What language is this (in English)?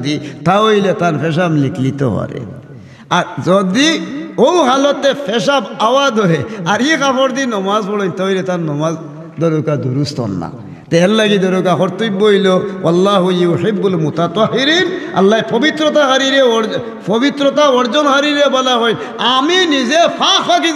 Sylheti